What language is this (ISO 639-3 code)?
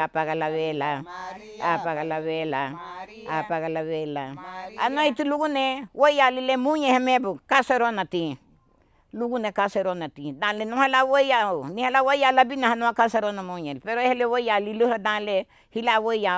cab